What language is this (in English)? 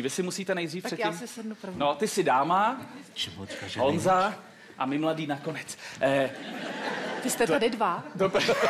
Czech